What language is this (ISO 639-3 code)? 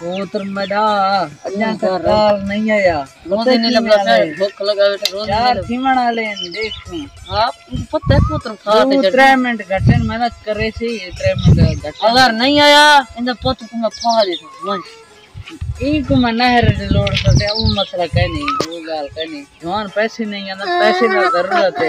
skr